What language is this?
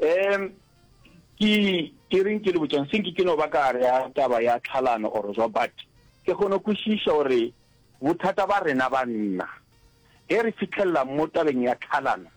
Northern Sotho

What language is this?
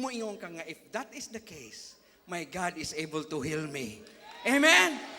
Cebuano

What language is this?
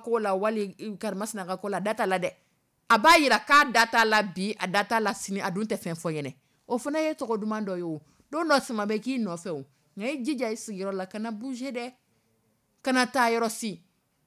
Dyula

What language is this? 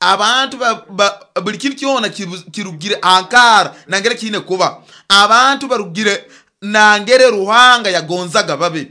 Nyoro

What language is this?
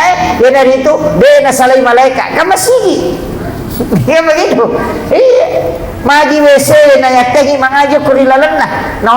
Buginese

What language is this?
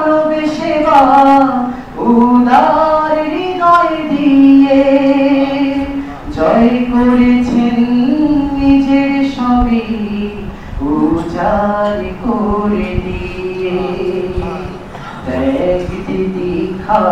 Bangla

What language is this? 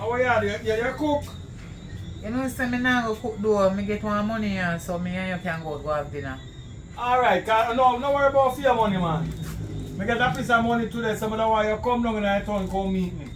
Jamaican Creole English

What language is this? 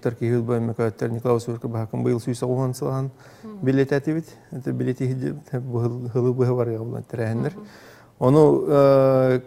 Yakut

